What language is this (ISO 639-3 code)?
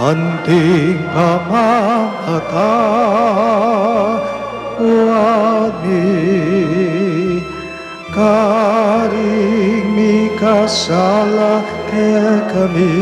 pam